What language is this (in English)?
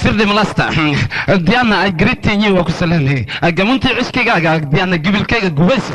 Somali